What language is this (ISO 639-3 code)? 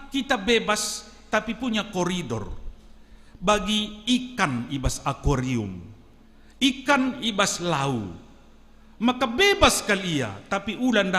btx